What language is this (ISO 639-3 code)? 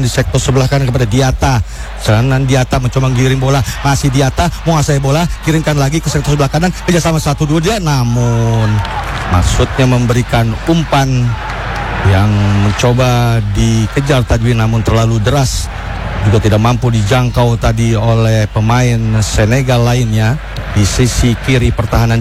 ind